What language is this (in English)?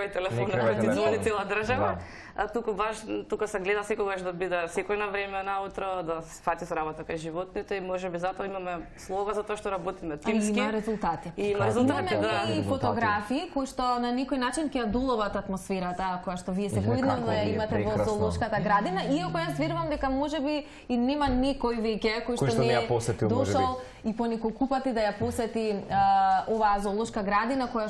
Macedonian